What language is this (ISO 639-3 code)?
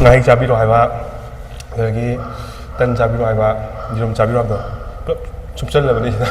mni